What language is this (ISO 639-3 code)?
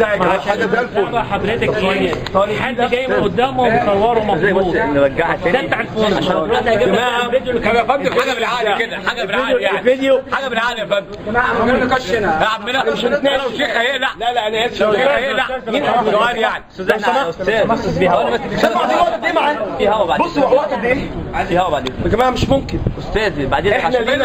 arz